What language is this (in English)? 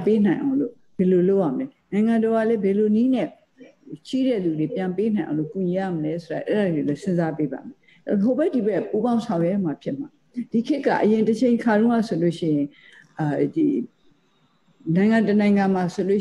Burmese